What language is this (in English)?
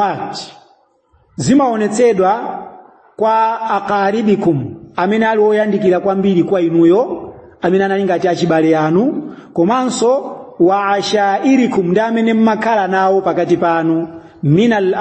Nyanja